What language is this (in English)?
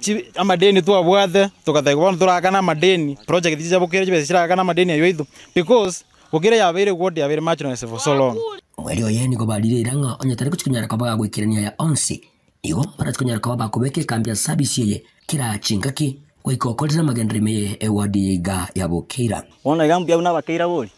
Gusii